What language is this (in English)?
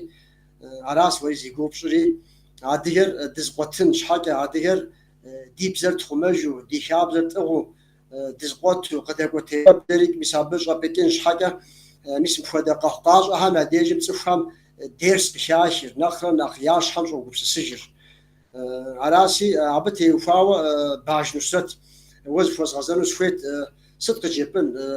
Kabardian